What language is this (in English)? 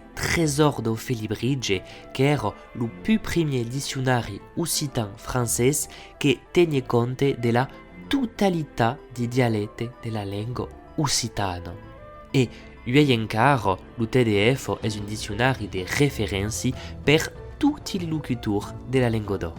Occitan